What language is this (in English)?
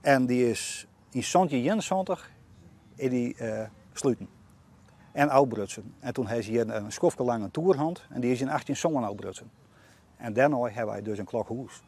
Western Frisian